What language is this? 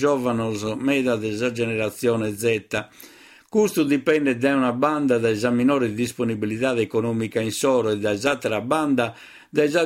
Sardinian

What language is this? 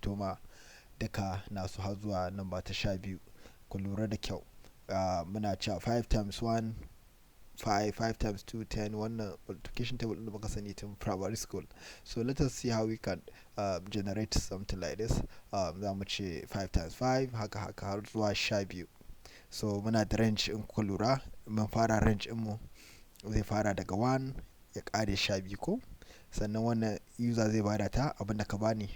Hausa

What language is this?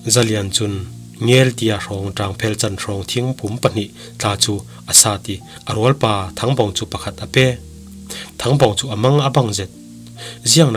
Falam Chin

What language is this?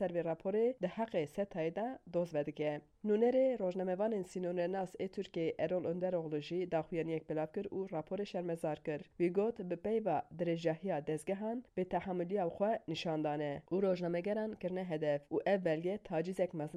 Kurdish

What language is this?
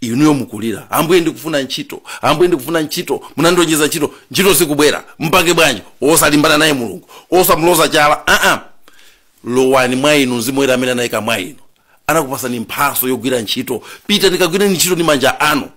Nyanja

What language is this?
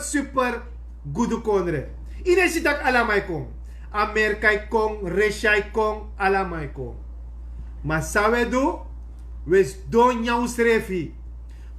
Sranan Tongo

